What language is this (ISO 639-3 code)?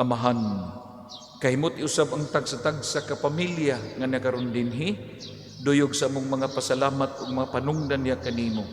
ceb